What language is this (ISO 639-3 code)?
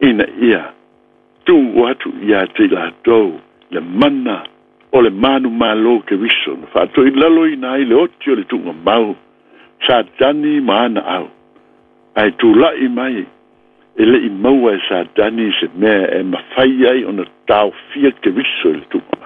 smo